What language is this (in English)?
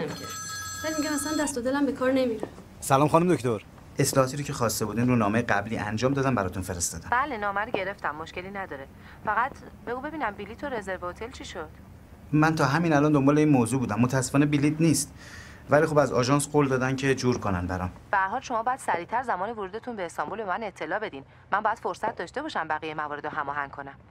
Persian